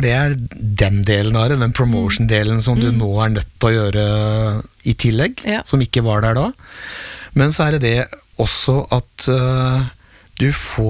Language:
Norwegian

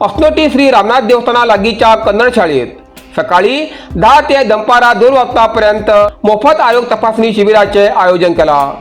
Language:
Konkani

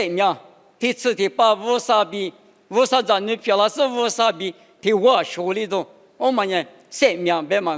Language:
Lisu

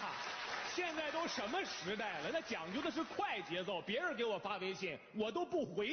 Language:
Chinese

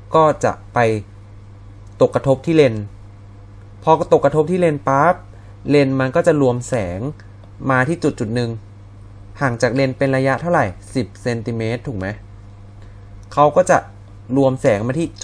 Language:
Thai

